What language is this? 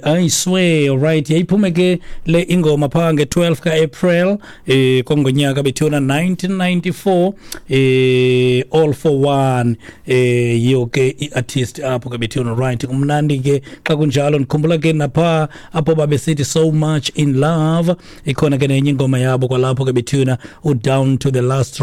Xhosa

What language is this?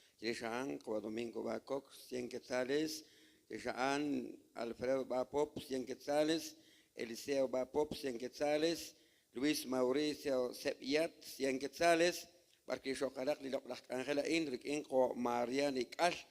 Kekchí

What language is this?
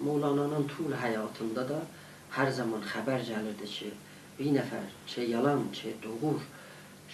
South Azerbaijani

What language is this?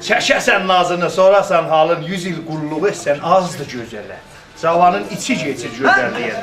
South Azerbaijani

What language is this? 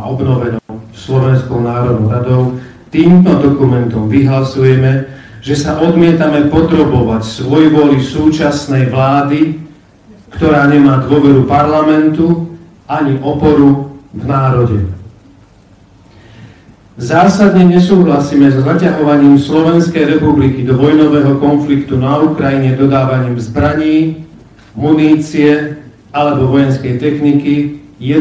Slovak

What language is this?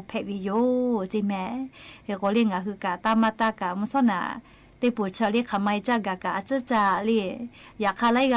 Lahu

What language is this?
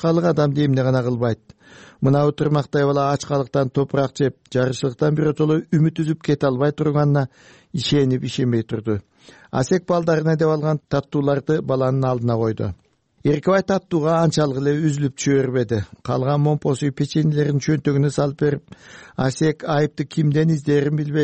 Kyrgyz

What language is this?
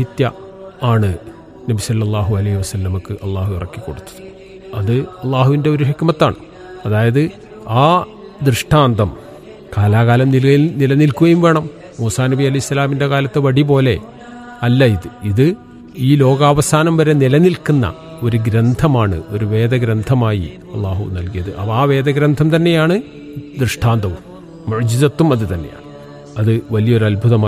Malayalam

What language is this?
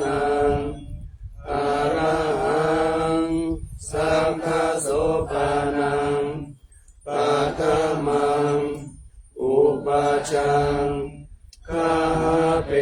Pali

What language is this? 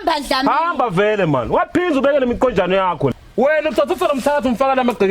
Swati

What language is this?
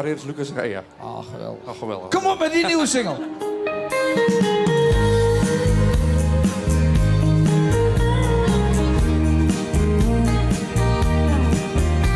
Dutch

